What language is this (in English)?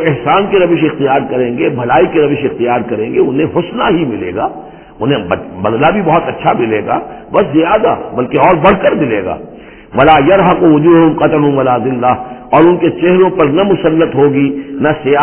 Urdu